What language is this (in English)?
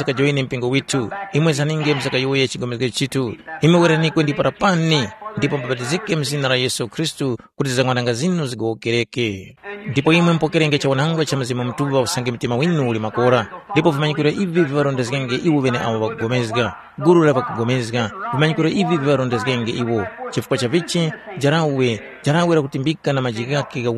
Tumbuka